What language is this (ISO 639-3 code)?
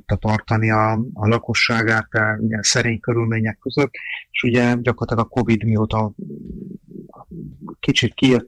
hun